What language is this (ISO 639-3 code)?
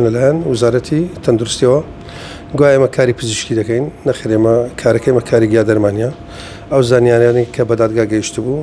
ckb